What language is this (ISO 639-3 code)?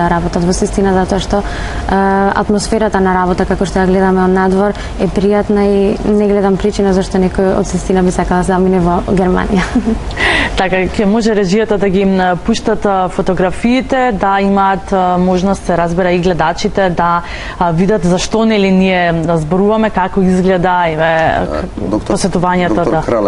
mkd